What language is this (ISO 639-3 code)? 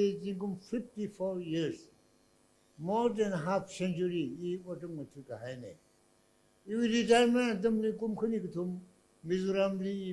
nmf